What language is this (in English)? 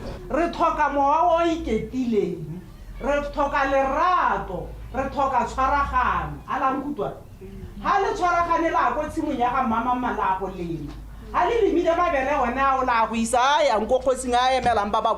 Tswana